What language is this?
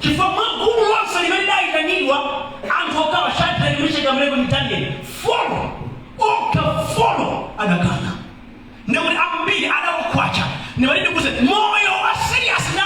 Nyanja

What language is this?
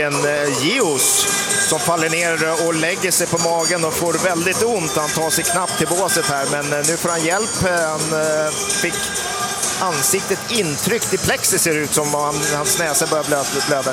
Swedish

